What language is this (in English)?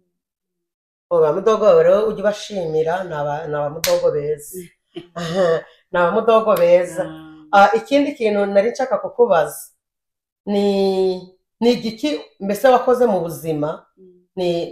Kinyarwanda